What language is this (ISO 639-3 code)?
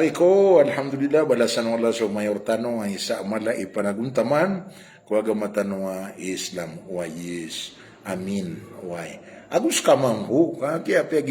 mrw